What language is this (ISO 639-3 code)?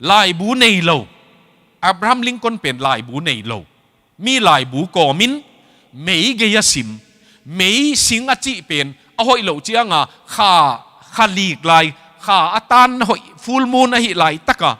ctd